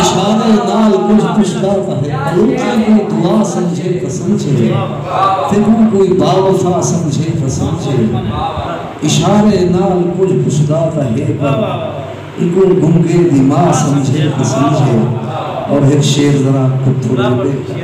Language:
Saraiki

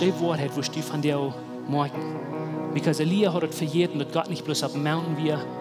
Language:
Plautdietsch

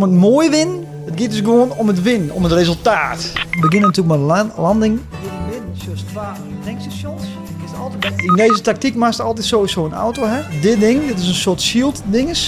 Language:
Western Frisian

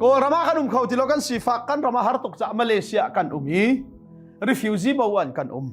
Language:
Hakha Chin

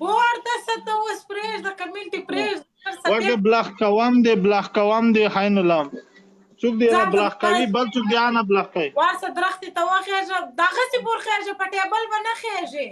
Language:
Pashto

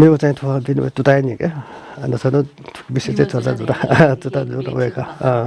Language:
Newari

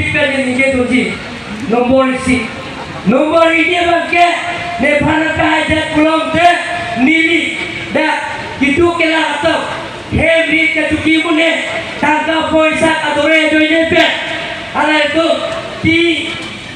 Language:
Karbi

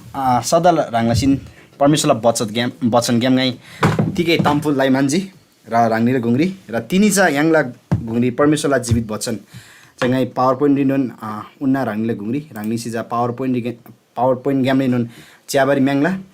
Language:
Eastern Tamang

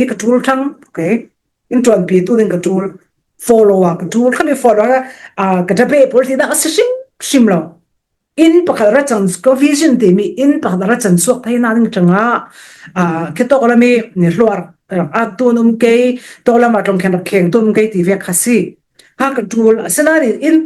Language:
Falam Chin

